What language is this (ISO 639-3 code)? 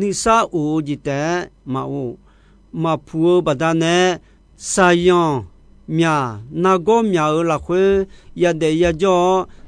ahk